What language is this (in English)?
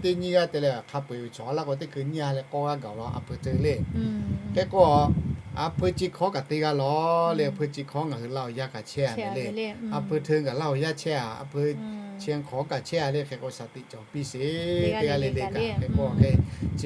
Lahu